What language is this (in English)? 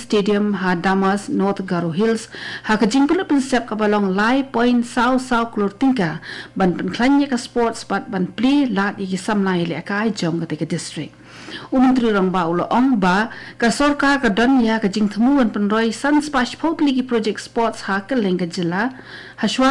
Khasi